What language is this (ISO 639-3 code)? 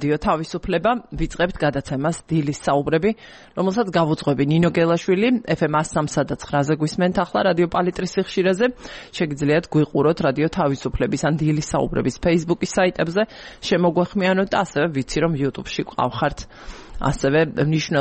kat